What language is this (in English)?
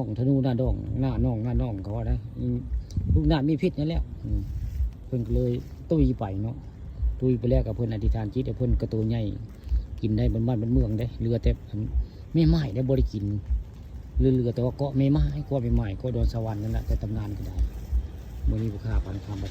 Northeastern Thai